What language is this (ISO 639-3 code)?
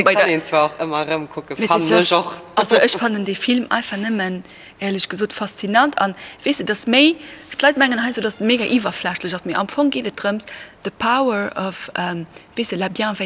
ltz